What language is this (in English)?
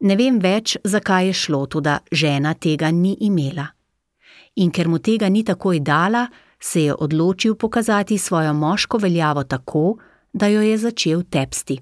Slovenian